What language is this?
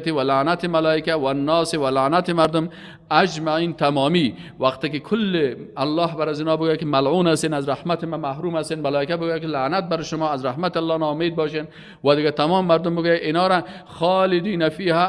Persian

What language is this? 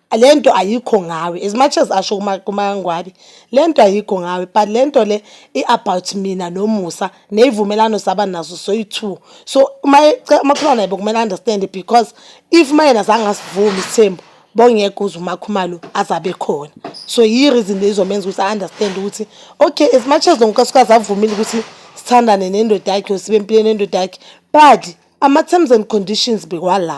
Zulu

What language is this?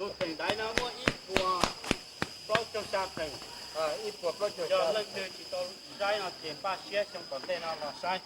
Hmong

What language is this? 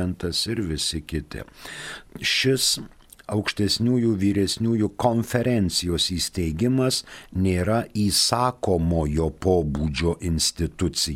Lithuanian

